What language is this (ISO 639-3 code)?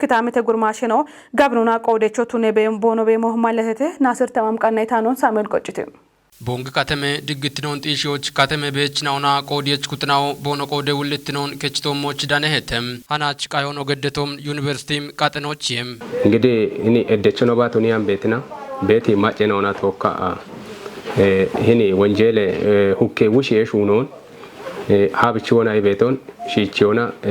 kbr